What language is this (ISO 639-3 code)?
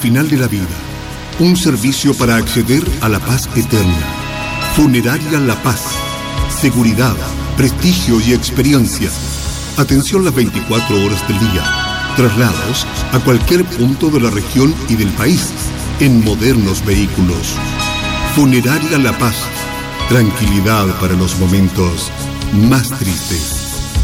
spa